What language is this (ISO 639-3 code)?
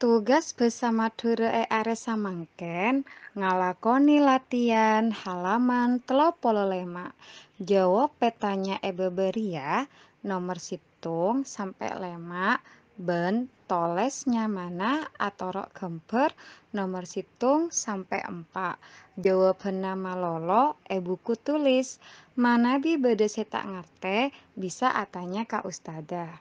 mad